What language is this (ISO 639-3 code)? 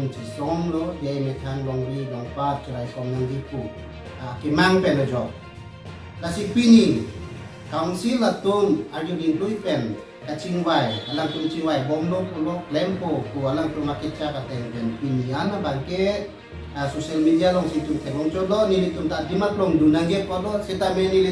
mjw